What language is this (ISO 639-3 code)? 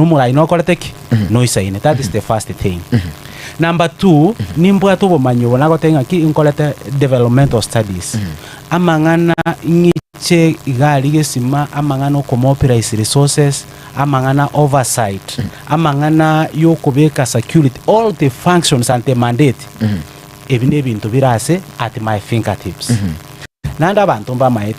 guz